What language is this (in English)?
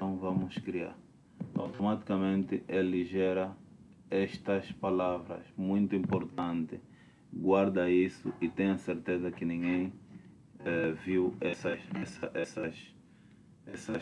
Portuguese